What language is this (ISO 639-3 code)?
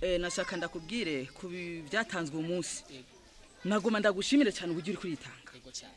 run